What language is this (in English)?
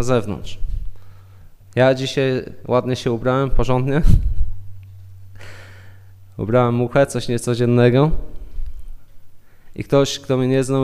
Polish